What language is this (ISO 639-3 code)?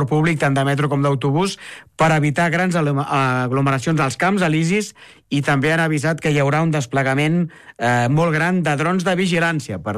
cat